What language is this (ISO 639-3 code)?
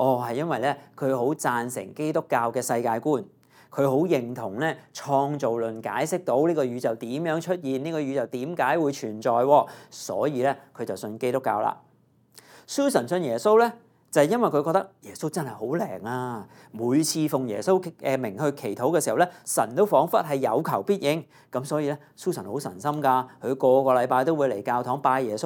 yue